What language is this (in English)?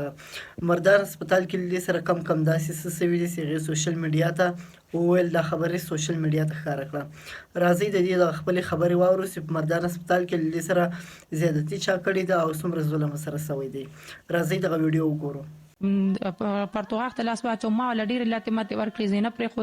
Pashto